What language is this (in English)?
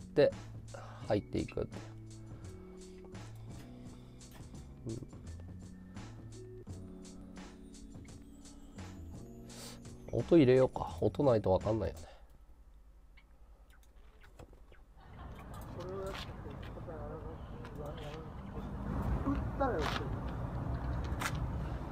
Japanese